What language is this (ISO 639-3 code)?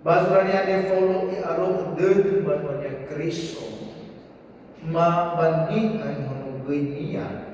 nia